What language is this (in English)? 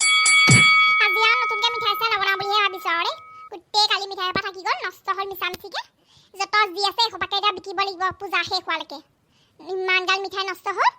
Assamese